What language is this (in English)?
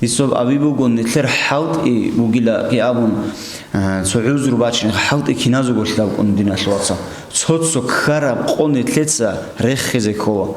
Avaric